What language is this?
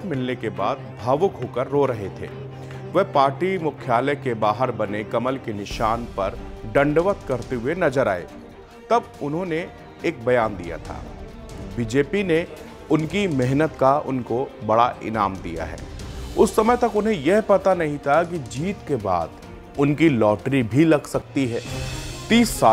Hindi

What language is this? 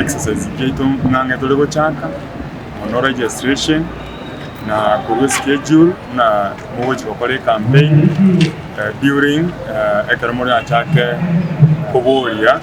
Gusii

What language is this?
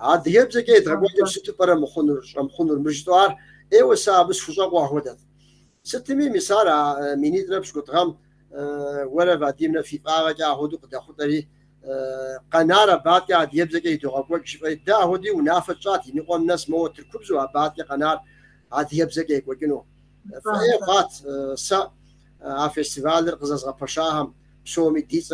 Kabardian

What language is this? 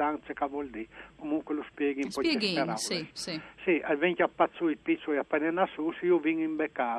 Friulian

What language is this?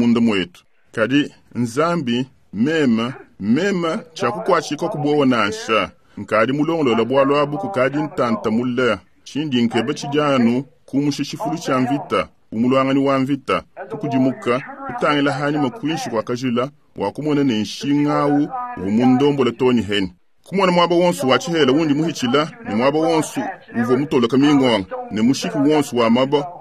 Luba-Lulua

